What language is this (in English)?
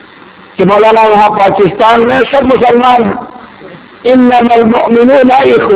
Urdu